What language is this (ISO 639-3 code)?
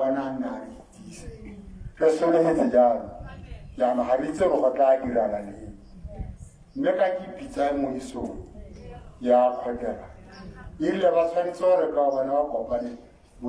tsn